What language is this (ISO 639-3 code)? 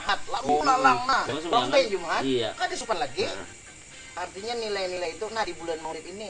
bjn